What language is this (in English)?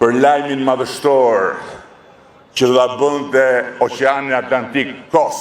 Albanian